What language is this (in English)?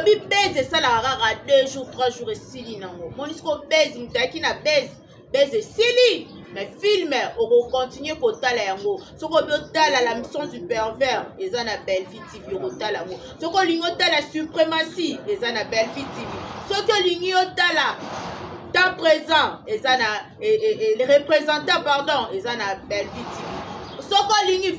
Lingala